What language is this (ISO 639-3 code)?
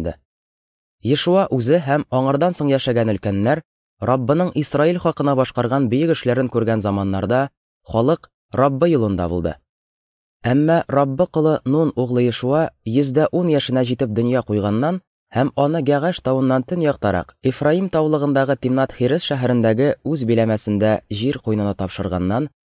tat